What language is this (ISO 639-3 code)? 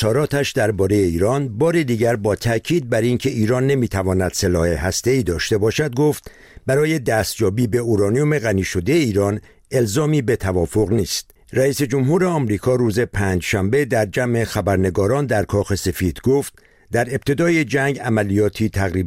fas